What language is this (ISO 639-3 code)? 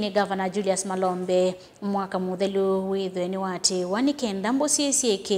kam